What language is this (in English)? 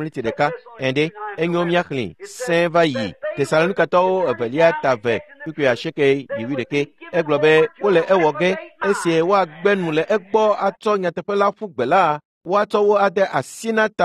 Ewe